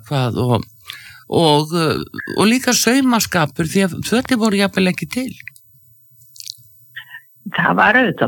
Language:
Icelandic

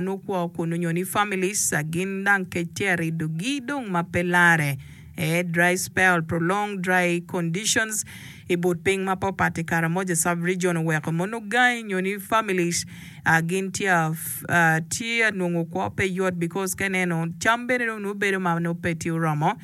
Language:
Acoli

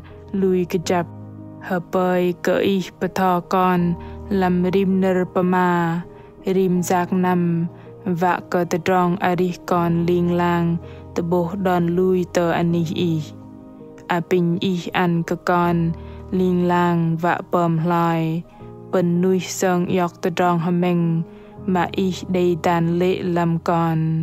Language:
Bahnar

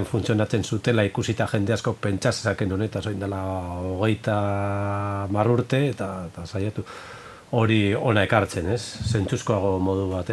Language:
Basque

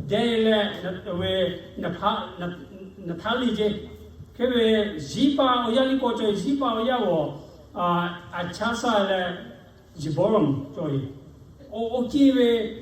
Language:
Lahu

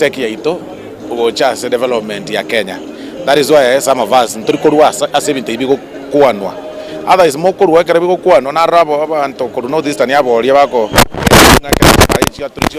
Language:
Gusii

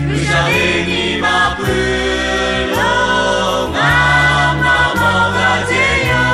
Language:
Lahu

